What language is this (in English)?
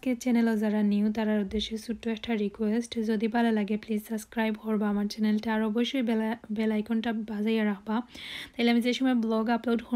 Sylheti